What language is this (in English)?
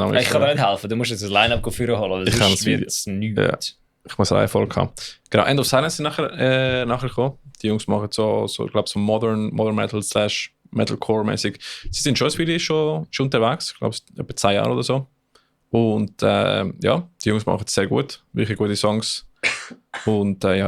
Swiss German